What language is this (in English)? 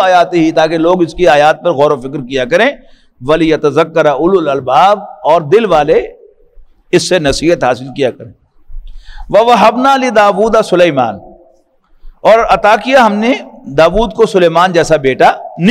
Urdu